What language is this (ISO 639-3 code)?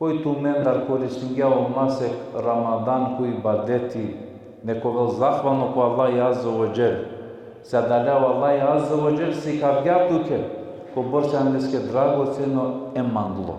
rmn